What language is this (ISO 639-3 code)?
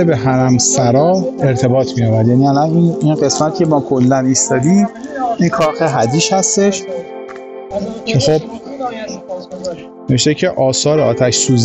fas